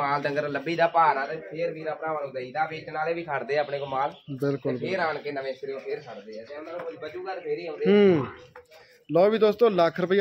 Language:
Punjabi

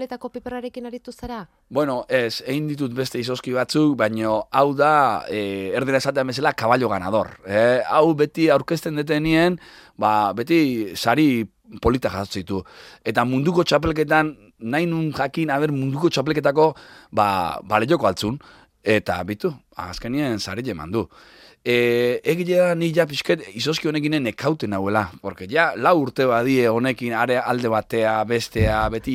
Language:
Basque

